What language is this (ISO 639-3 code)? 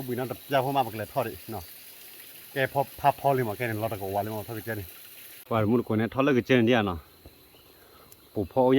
ksw